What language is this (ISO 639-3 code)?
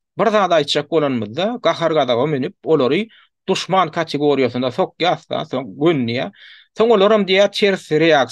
tuk